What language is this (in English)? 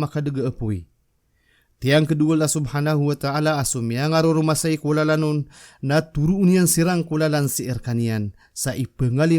Maranao